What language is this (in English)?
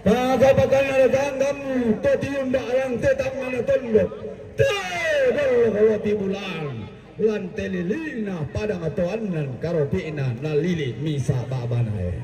Toraja-Sa'dan